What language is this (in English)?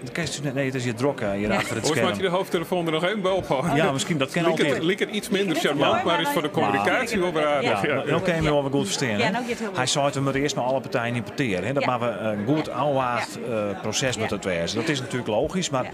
Western Frisian